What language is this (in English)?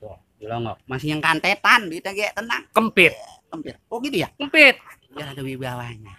Betawi